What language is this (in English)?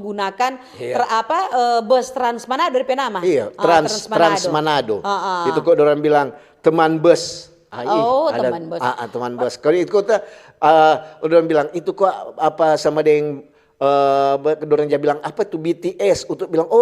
Manado Malay